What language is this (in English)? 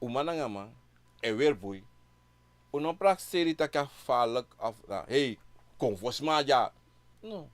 Sranan Tongo